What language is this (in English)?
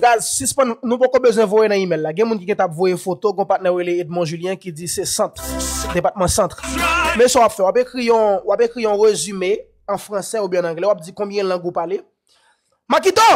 Haitian Creole